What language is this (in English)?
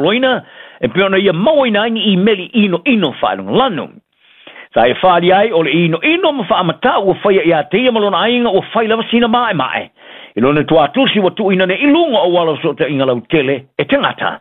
Samoan